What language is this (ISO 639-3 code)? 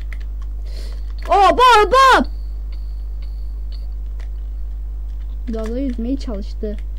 tur